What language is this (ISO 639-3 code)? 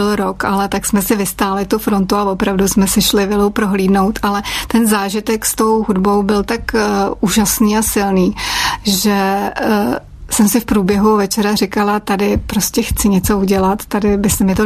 ces